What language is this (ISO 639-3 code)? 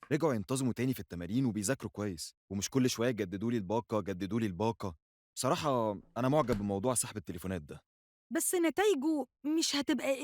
arz